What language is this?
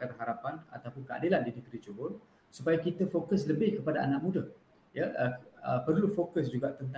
Malay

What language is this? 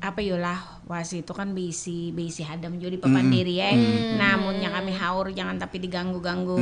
Banjar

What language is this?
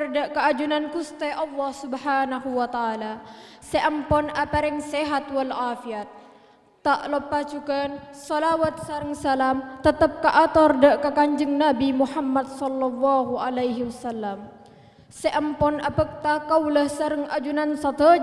Madurese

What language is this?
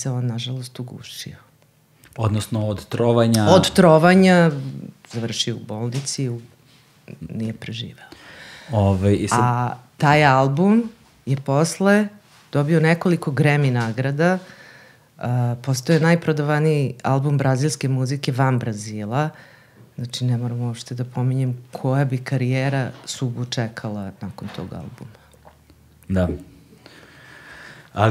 Serbian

